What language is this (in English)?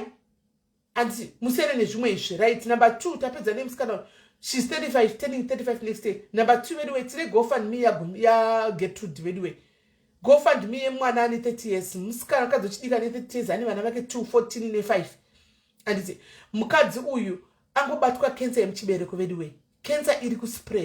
Shona